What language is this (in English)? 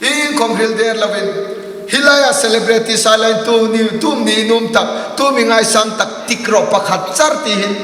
Hmar